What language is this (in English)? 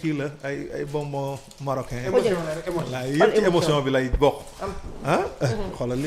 Wolof